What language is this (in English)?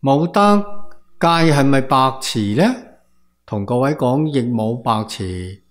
Cantonese